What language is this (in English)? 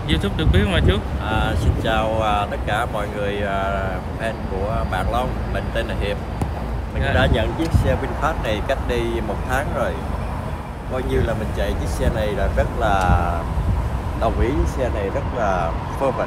Vietnamese